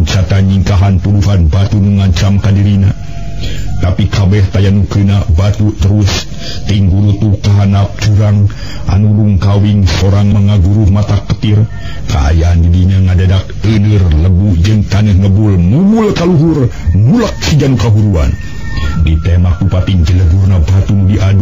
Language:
Sundanese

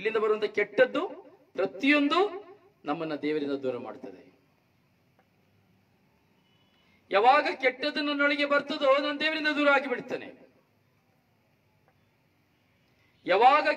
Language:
Kannada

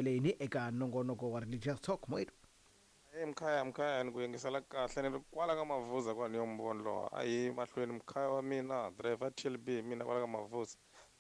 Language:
Tsonga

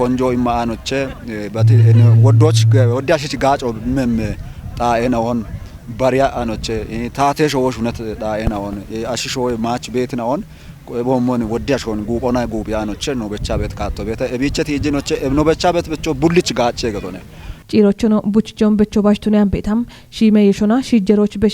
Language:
Kafa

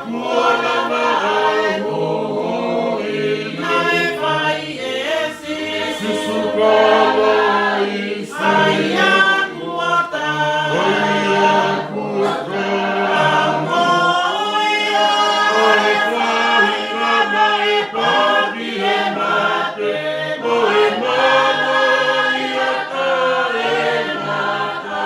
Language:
Tongan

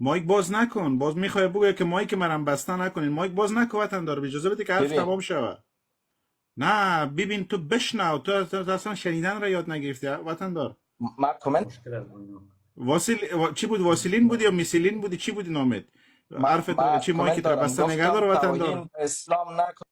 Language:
Persian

